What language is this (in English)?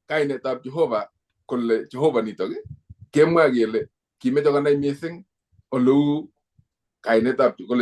Kalenjin